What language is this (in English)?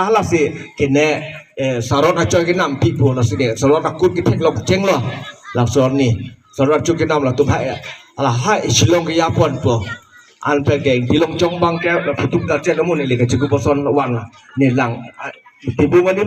Karbi